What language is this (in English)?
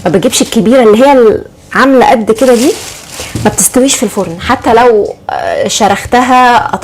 Egyptian Arabic